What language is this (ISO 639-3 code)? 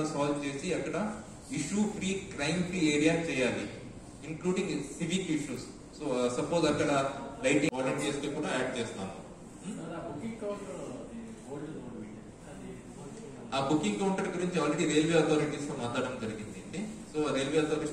tel